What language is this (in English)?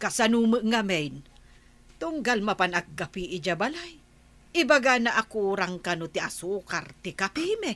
Iloko